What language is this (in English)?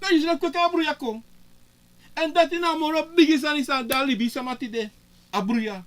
Sranan Tongo